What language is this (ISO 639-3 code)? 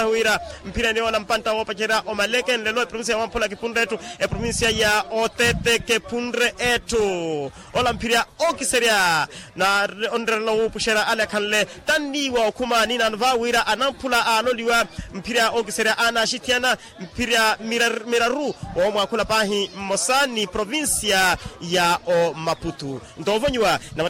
vmw